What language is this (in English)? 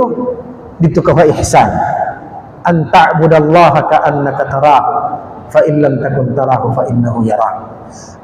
Tausug